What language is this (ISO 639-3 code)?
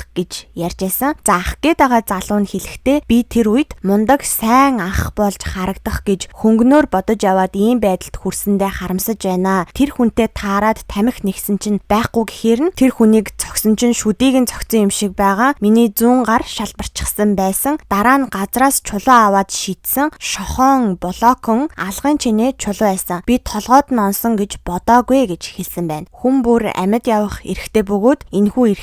mon